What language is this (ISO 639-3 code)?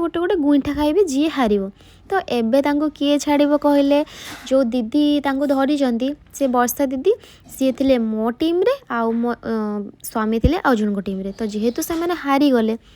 ori